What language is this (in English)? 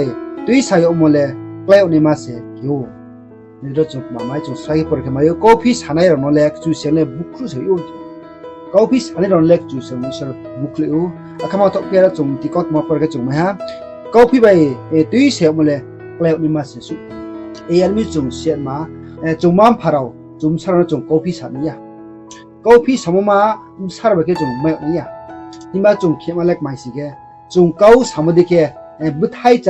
Riang (India)